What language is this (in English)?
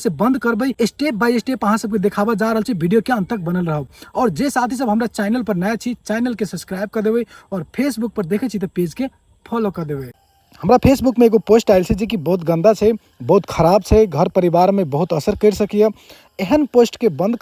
Maithili